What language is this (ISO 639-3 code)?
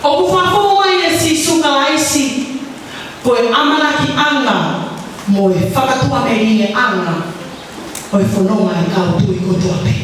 ton